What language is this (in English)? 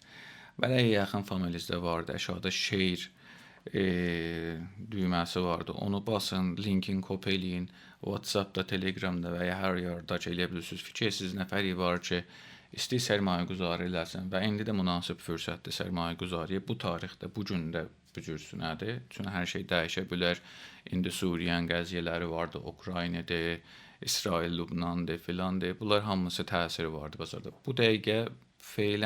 South Azerbaijani